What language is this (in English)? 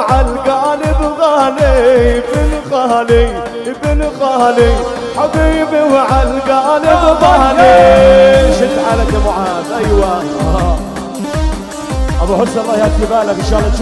South Levantine Arabic